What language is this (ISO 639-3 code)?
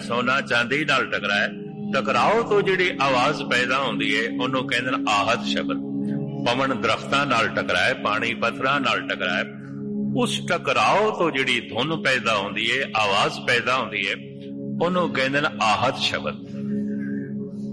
pan